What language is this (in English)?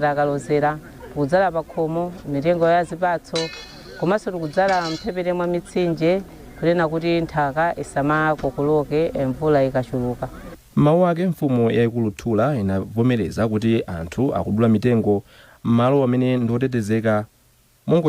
Nyanja